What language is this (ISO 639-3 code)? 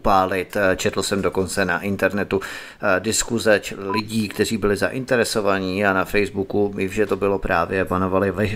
ces